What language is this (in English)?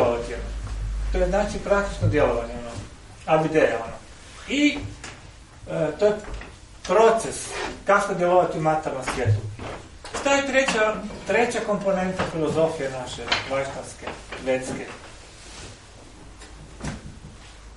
Croatian